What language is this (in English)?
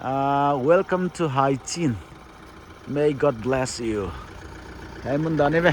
Paite Chin